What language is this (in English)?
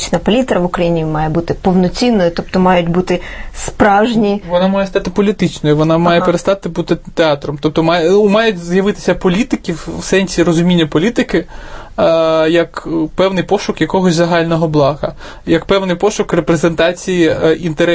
Ukrainian